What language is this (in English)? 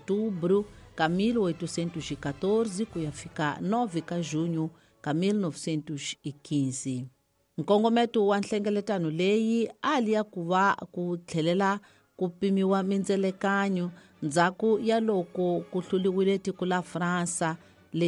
Tsonga